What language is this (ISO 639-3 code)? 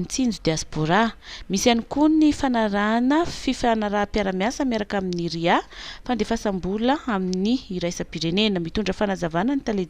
mlg